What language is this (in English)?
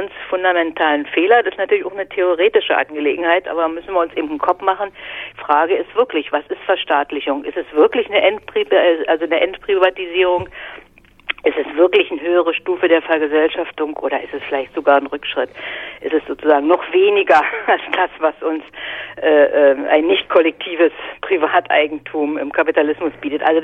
German